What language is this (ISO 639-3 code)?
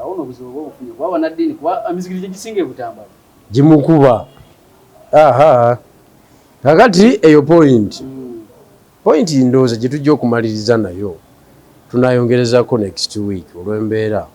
lug